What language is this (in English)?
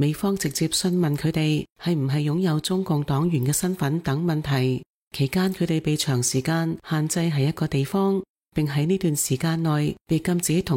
Cantonese